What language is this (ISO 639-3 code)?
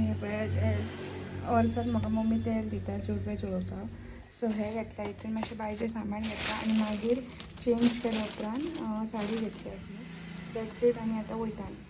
kok